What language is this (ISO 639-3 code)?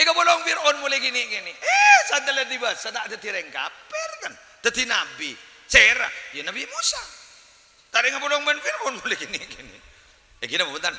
mad